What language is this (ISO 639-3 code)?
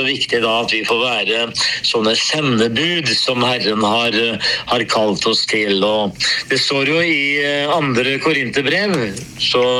nor